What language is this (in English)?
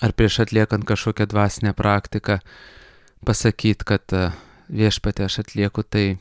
Lithuanian